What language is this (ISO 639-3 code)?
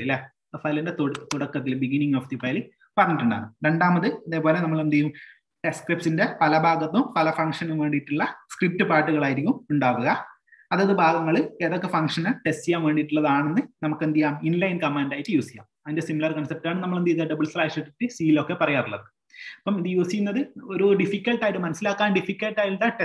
mal